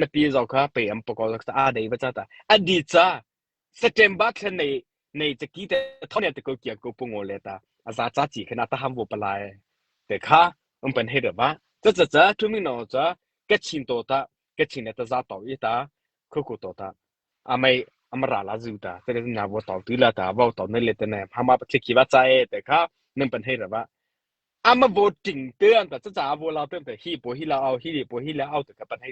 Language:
Mara Chin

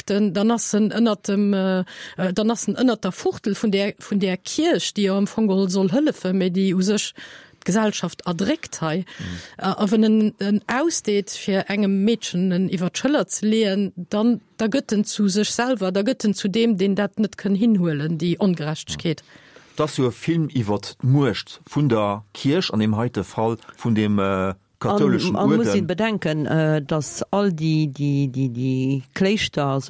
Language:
Luxembourgish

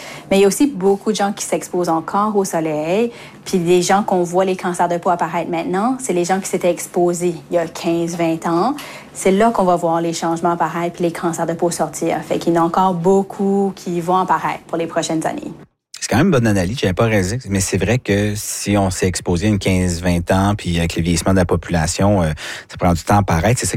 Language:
French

